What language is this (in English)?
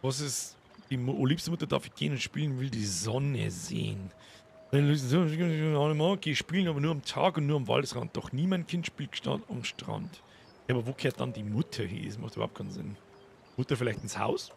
Bavarian